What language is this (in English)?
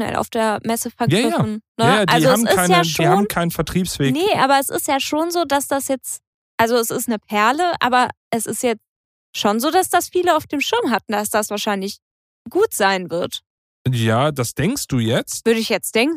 German